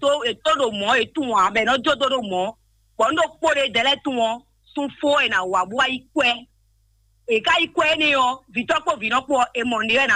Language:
Fon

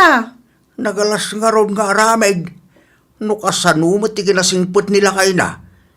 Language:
Iloko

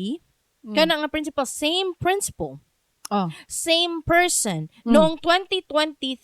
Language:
Cebuano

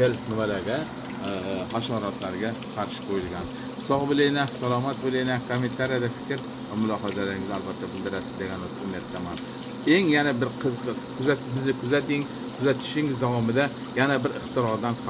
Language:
Uzbek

